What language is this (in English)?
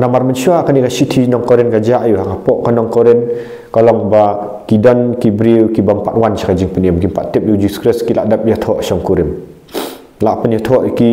Khasi